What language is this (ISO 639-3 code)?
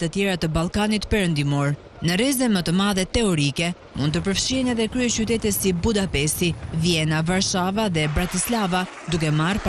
sqi